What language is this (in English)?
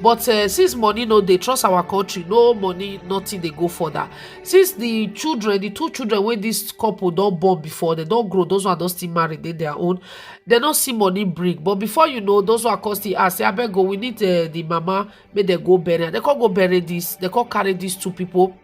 Nigerian Pidgin